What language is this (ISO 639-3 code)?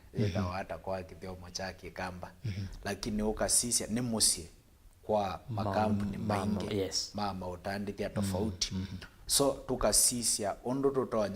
kam